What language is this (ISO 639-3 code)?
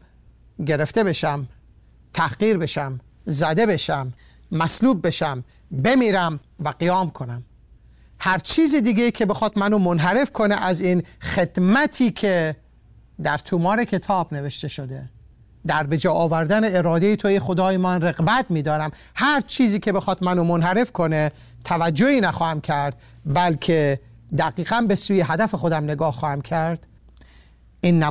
fas